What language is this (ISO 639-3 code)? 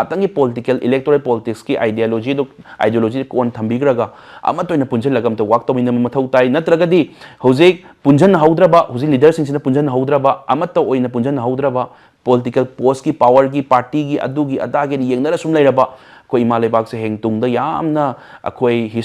mni